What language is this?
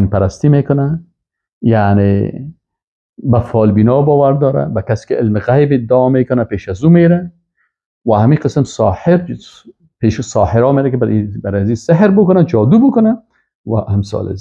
Persian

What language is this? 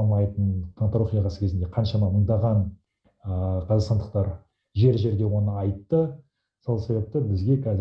Kazakh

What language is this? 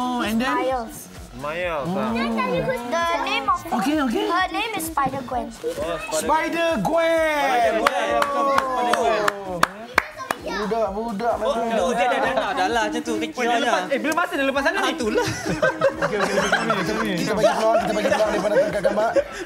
Malay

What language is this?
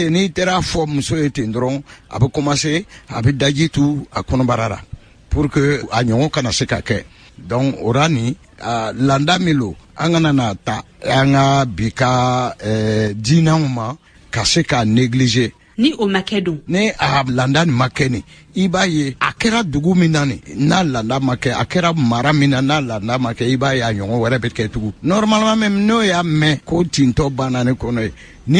Bambara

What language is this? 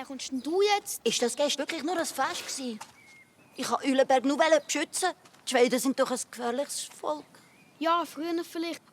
Swiss German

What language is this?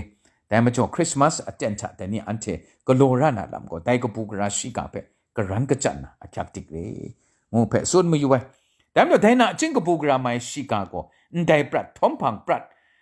Kachin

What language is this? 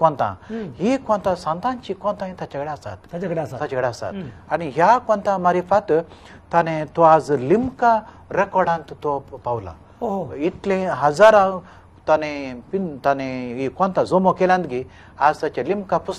Konkani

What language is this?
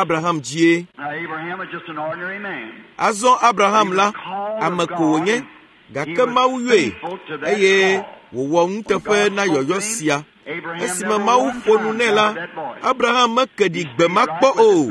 Ewe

